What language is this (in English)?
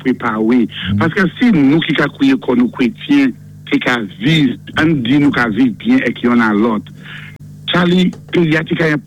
Saint Lucian Creole French